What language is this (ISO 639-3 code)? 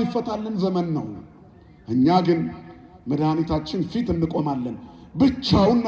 amh